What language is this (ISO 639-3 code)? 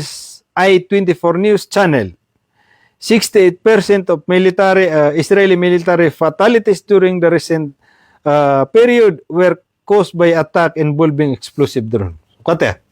mrw